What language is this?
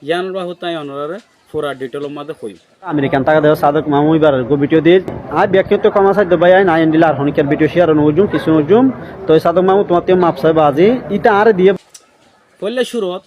Rohingya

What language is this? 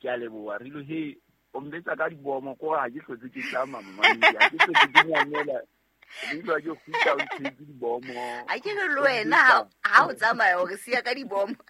Southern Sotho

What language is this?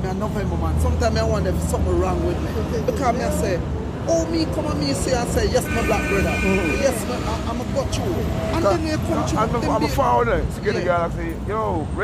Jamaican Creole English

